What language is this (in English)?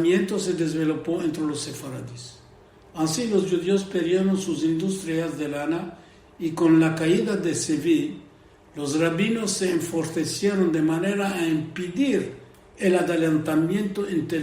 Ladino